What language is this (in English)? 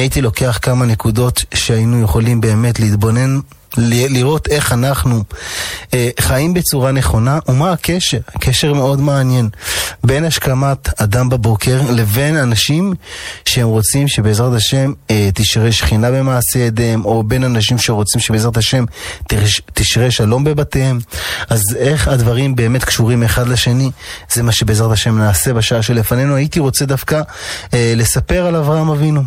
Hebrew